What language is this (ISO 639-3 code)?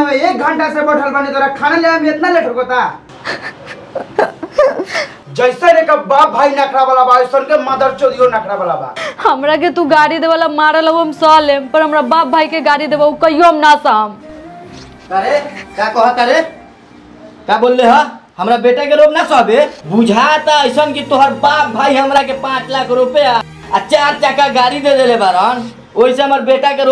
bho